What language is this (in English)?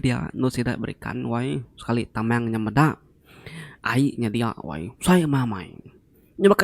Iban